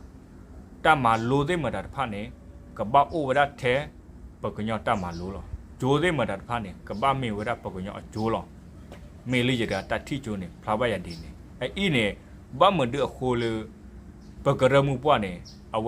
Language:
S'gaw Karen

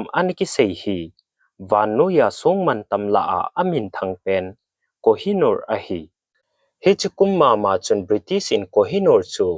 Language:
Thado Chin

